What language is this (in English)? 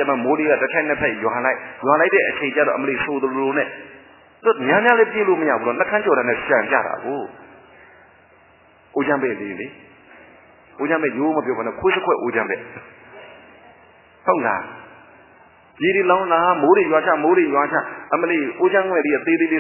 Burmese